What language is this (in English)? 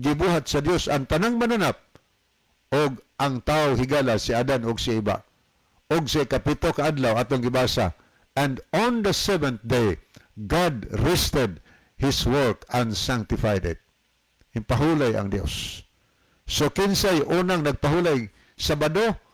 Cebuano